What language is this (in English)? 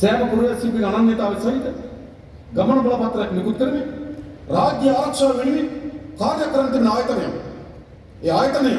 Sinhala